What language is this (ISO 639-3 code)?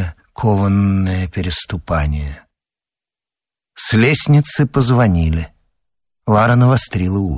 rus